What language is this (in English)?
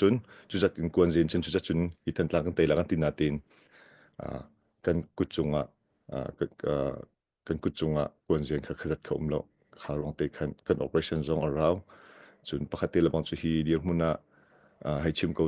Hakha Chin